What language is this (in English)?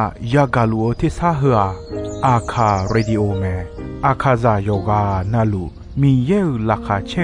Akha